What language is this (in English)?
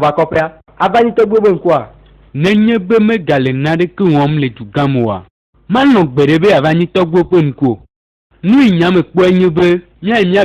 Ewe